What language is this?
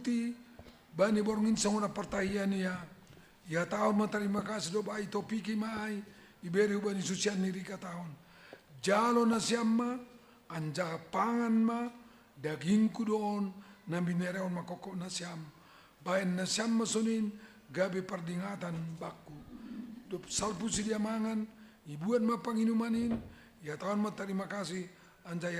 Batak Simalungun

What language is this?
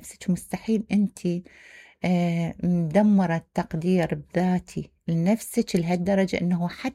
Mesopotamian Arabic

